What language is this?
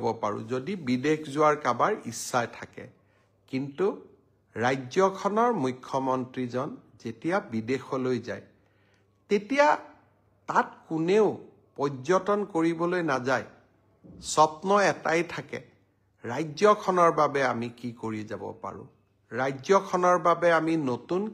Assamese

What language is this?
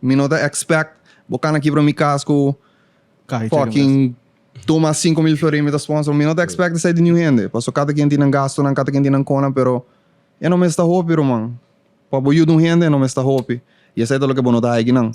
Papiamento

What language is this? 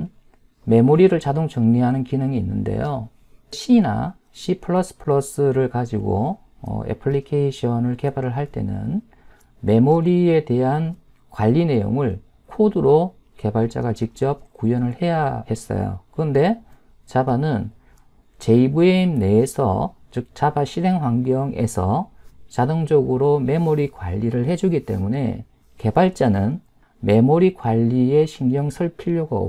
Korean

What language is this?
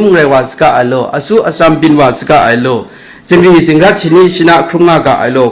Kachin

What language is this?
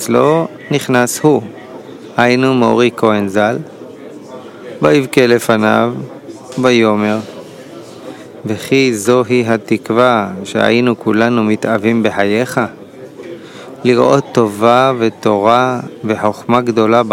Hebrew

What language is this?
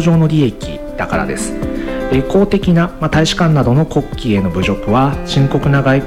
Japanese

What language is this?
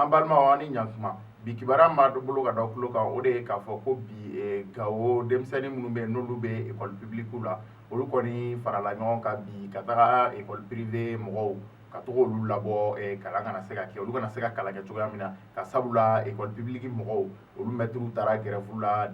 Bambara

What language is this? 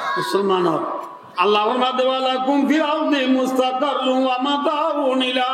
Rohingya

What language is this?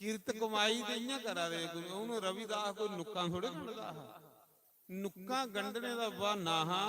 Dogri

